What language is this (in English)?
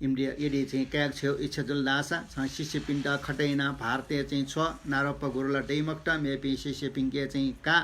Newari